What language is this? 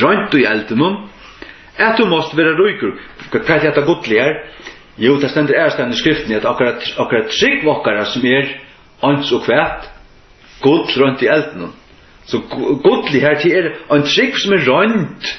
Faroese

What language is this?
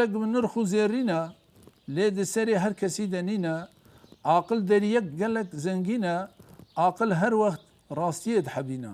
Kurdish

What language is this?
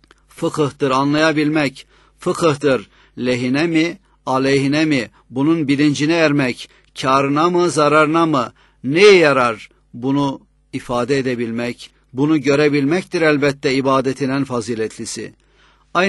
Turkish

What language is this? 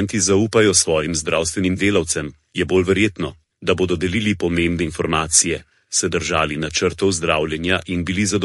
Slovenian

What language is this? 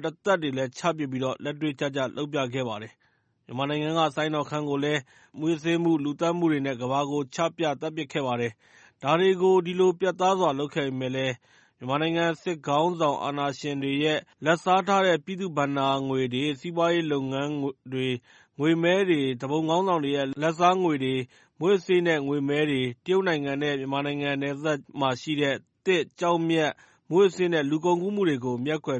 Burmese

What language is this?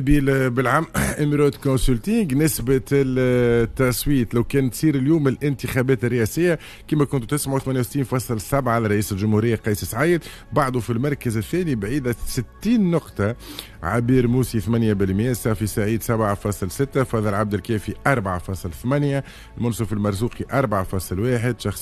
Tunisian Arabic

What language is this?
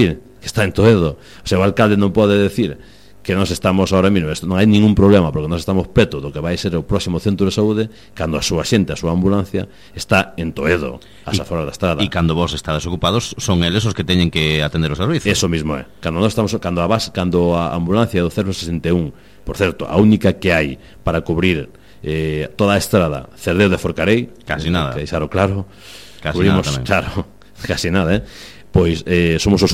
Galician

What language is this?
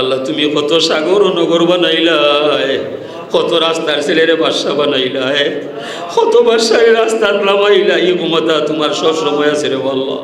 Sylheti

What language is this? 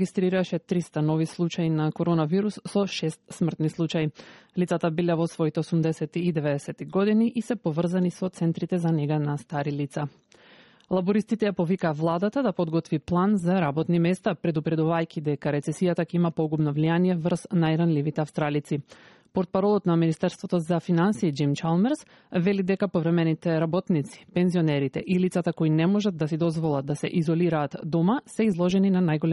Macedonian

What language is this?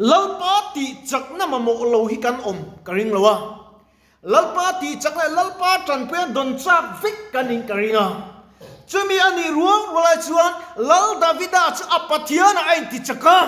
Mizo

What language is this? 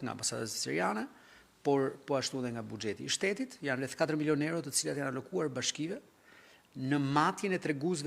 Albanian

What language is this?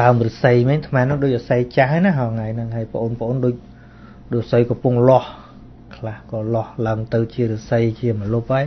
Khmer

